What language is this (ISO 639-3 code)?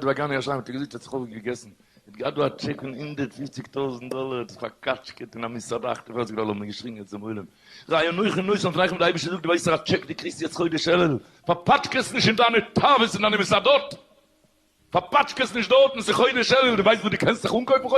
yid